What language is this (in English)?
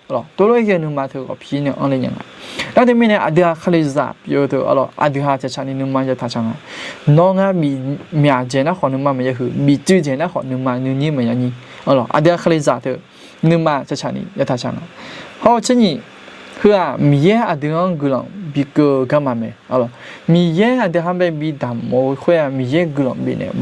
Akha